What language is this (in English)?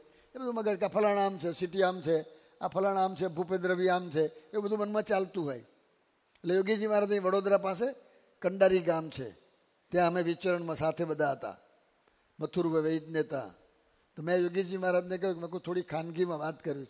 Gujarati